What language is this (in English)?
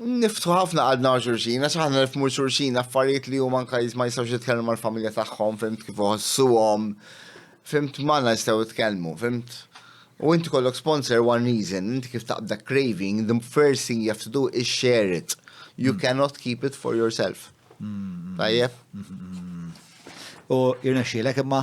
Maltese